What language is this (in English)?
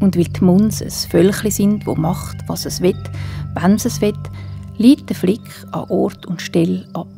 Swiss German